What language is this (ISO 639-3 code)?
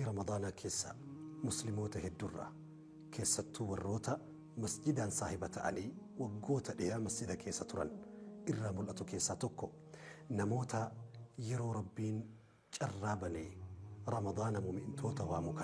orm